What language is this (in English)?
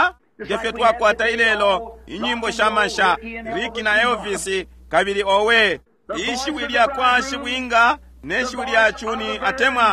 Bemba